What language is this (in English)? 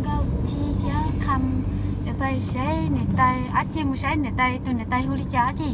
Hmong